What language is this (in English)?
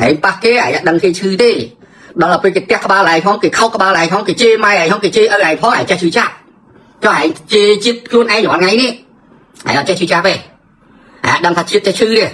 Khmer